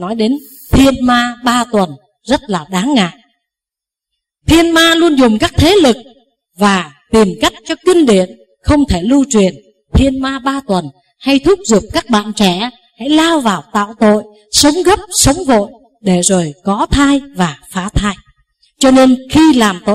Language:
Vietnamese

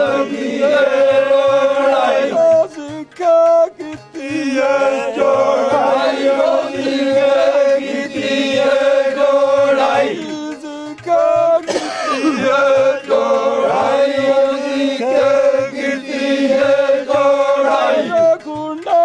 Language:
Dogri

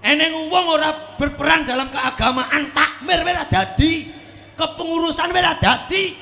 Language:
Javanese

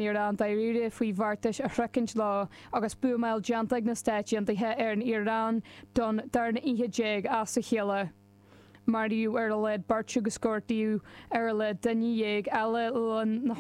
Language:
Irish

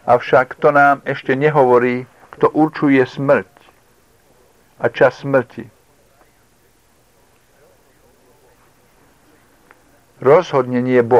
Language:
Slovak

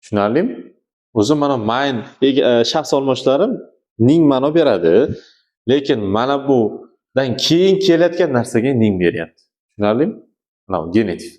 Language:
Uzbek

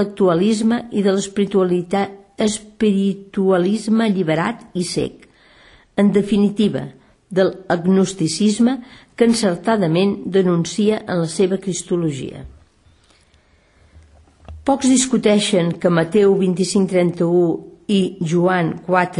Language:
Catalan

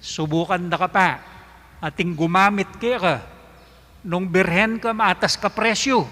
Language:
Pampanga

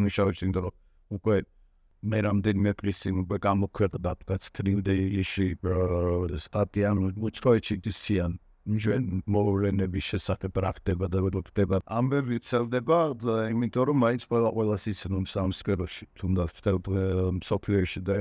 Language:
Georgian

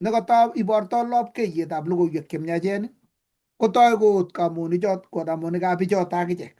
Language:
Kalenjin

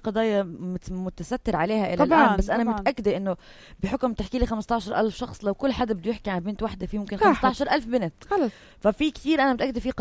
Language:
North Levantine Arabic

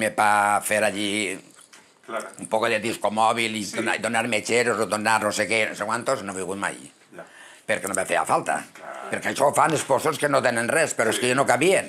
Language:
Catalan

